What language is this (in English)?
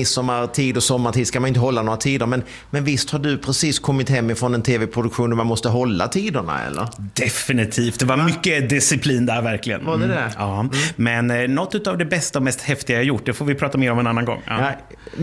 Swedish